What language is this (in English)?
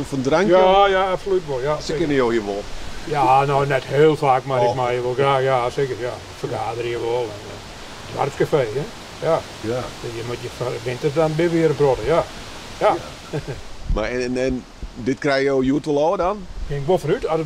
Western Frisian